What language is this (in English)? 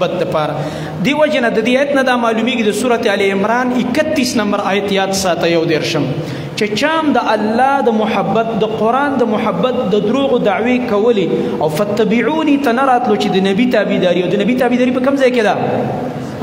Pashto